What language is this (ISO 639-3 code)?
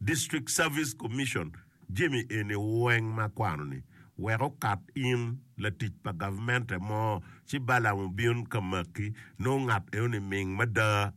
ach